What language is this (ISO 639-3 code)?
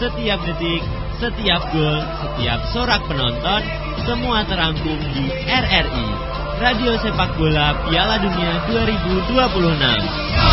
ind